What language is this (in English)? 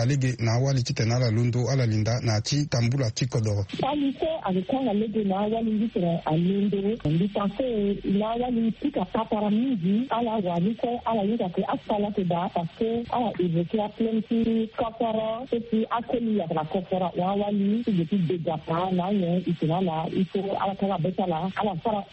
Sango